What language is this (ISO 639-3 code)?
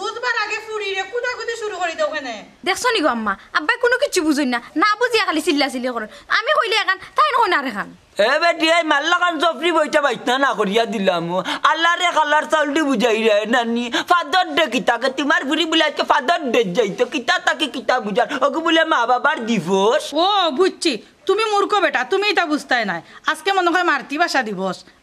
syl